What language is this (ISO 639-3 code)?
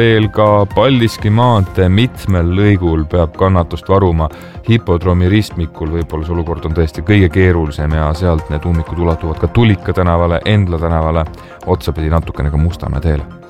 est